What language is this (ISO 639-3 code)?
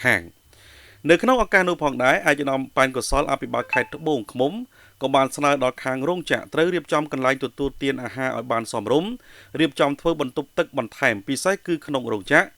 khm